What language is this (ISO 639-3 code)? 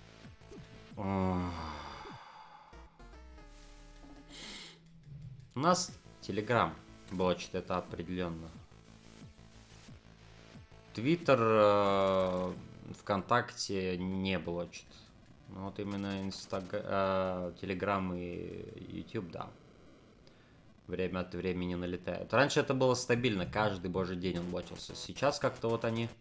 rus